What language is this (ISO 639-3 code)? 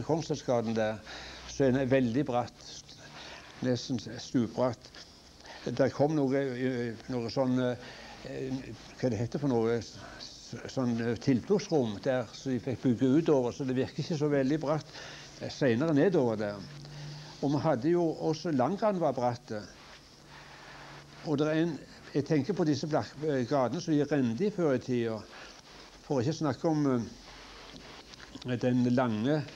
nor